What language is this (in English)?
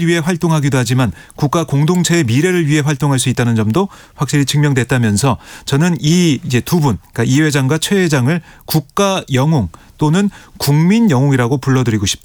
Korean